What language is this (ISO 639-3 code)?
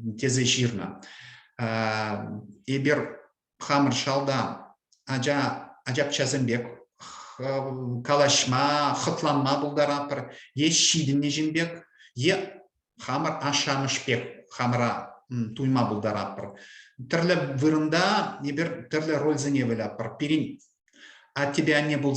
chv